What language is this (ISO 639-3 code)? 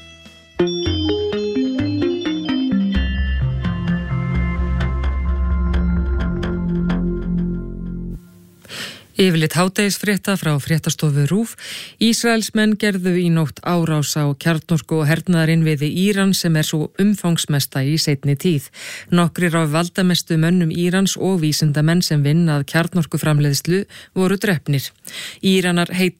isl